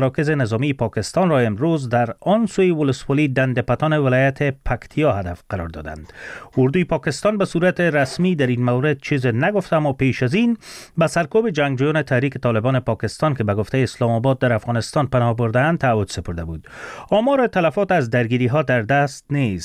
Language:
Persian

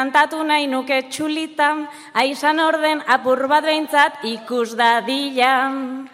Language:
Basque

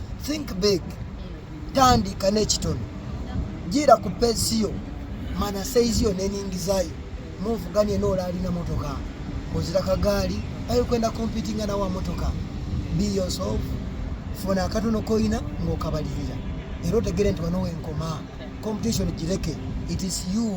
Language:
Soga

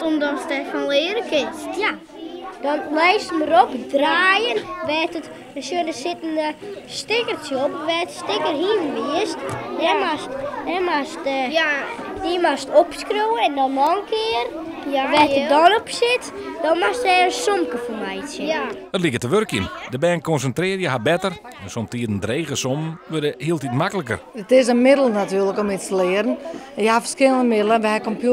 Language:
Western Frisian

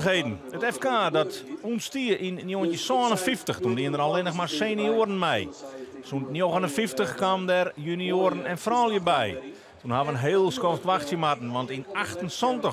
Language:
Western Frisian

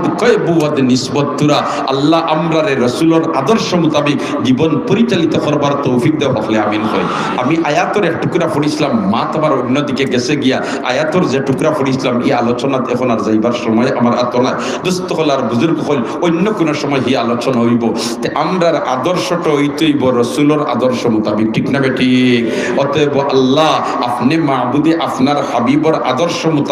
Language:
Sylheti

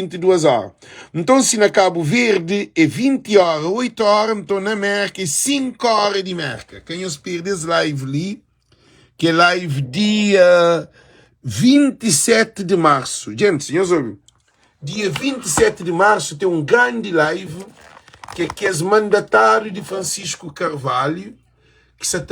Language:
Kabuverdianu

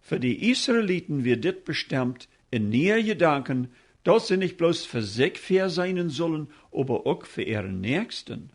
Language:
Plautdietsch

